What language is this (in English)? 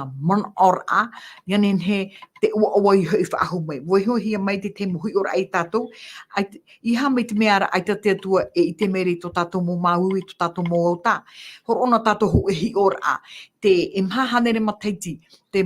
Tahitian